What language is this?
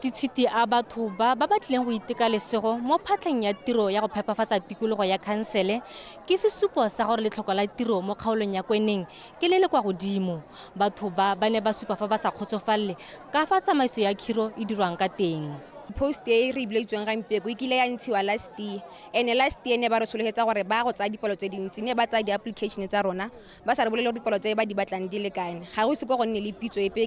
Tswana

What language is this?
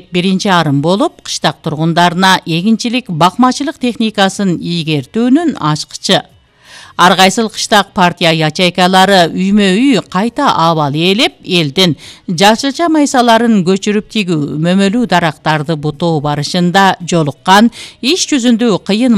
Kyrgyz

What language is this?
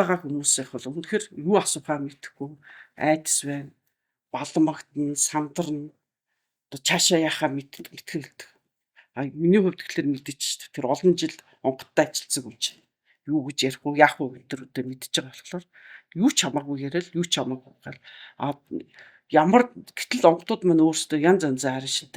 Mongolian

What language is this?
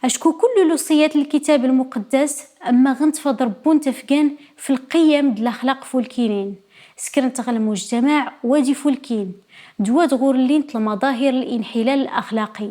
Kabyle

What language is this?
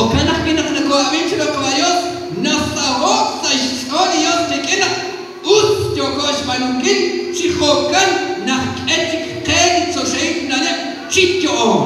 Kekchí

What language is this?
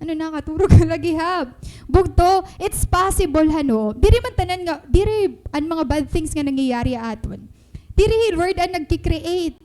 Waray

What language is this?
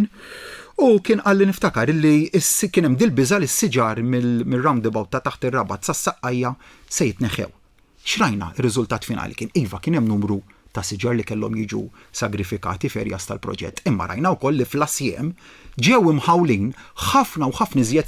Maltese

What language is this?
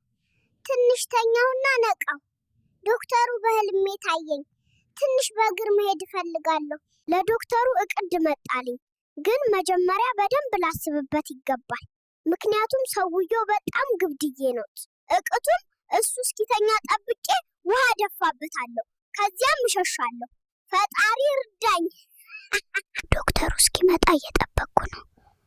Amharic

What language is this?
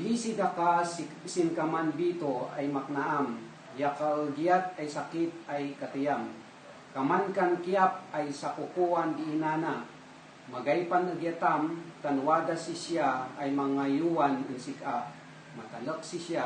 Kankanaey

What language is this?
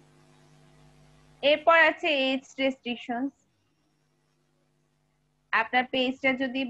Bangla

